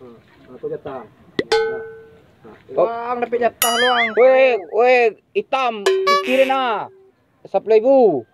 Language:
Minangkabau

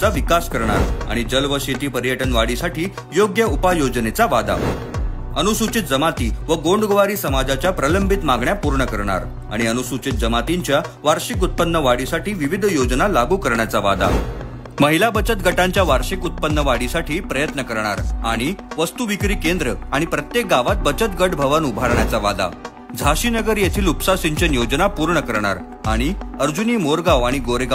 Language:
Marathi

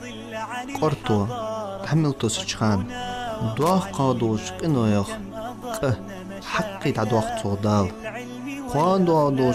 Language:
Ingush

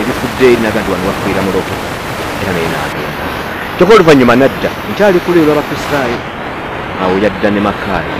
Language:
Ganda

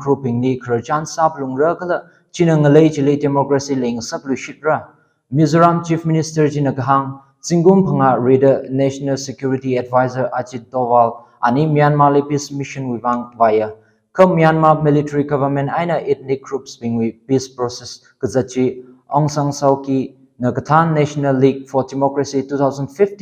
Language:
Tangkhul Naga (India)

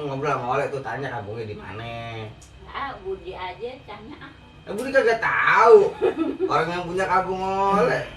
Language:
Betawi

